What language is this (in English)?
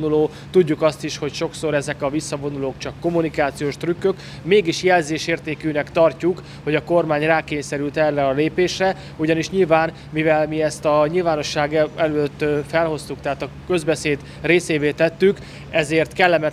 Hungarian